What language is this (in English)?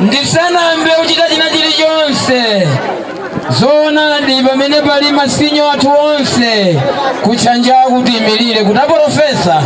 Nyanja